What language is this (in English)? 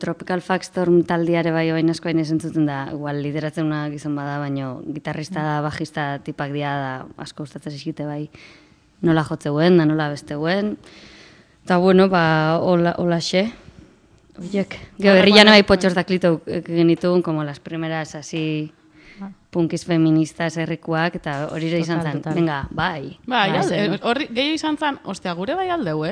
Basque